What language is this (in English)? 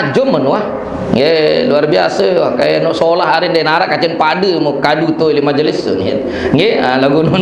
Sasak